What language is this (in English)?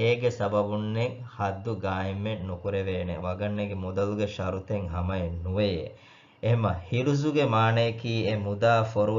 Divehi